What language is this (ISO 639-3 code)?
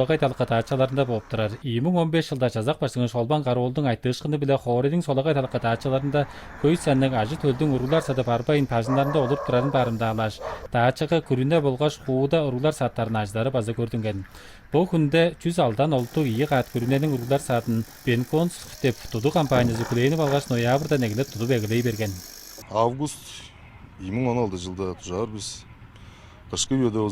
tyv